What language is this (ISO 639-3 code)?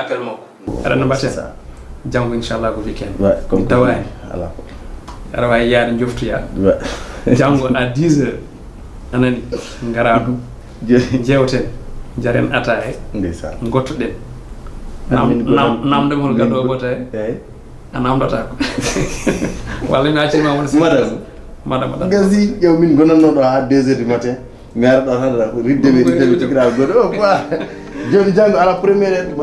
ful